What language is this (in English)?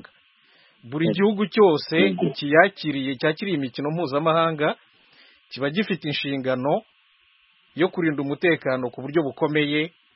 Kinyarwanda